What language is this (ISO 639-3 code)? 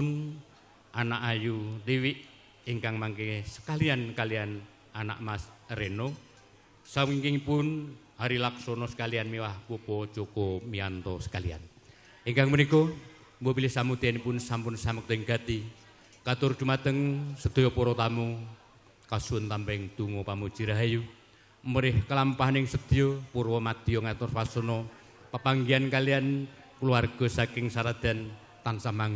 jav